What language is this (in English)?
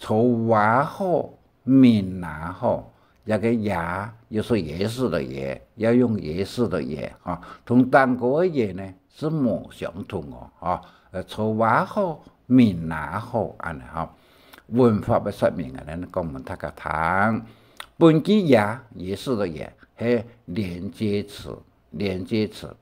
Hakka Chinese